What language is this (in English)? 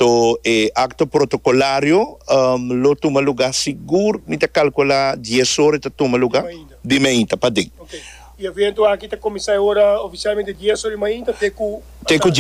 Papiamento